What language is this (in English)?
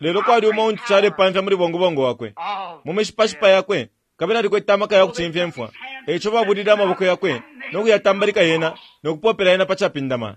Bemba